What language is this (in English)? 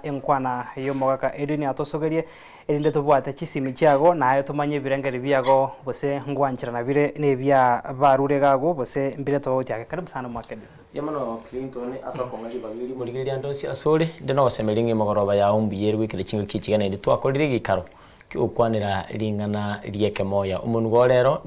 Gusii